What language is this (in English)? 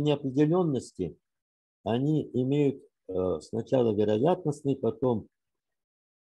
Russian